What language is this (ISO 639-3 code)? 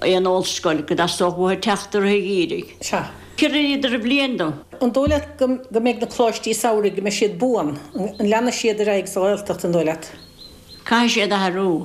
gle